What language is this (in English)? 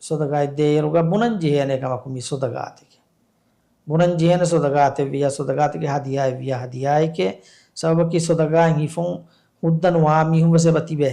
Divehi